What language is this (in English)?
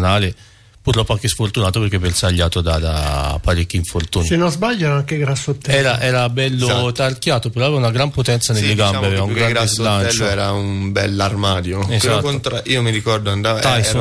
Italian